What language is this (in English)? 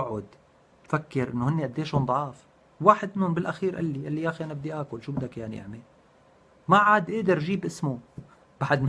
North Levantine Arabic